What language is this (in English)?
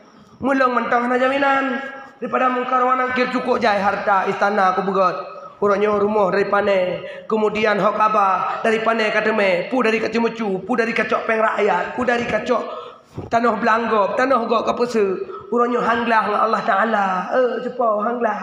Achinese